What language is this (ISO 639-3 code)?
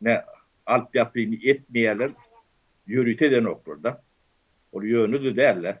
tuk